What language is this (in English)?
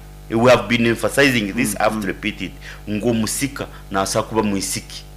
Nyankole